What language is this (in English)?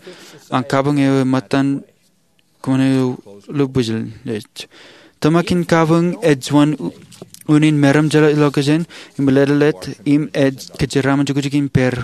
Marshallese